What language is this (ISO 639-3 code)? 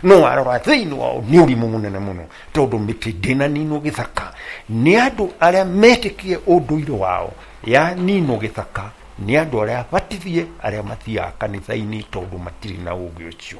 kik